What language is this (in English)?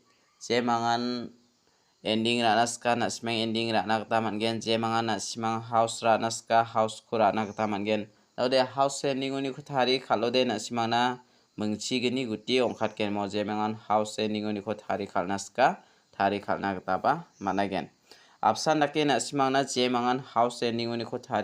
Garo